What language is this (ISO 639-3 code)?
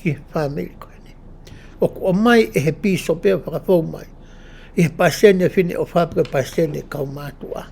ton